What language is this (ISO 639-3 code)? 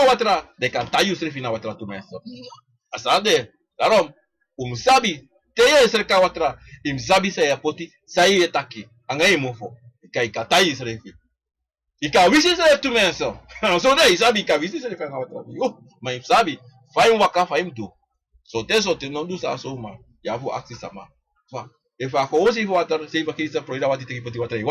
srn